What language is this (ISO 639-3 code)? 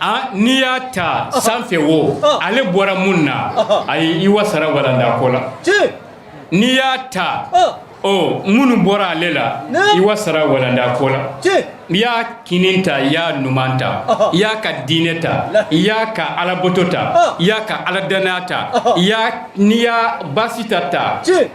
bam